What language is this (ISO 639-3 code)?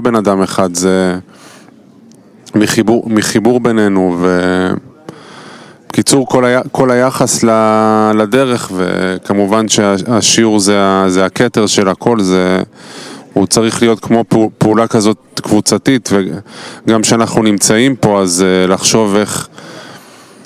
heb